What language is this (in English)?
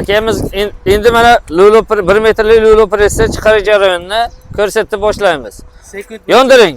Uzbek